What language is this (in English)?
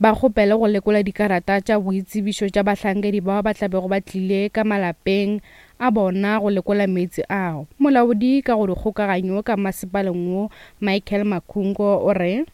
Northern Sotho